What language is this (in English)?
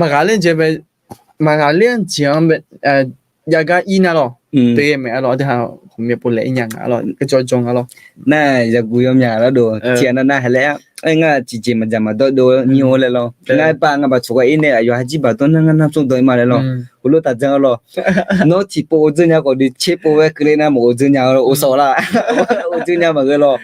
Akha